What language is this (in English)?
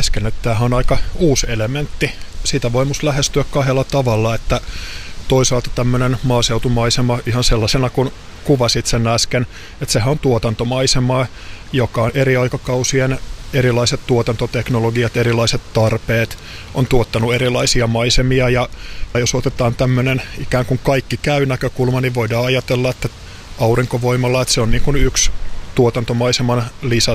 Finnish